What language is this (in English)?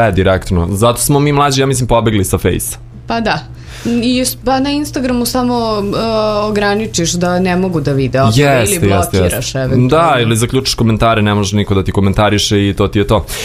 Serbian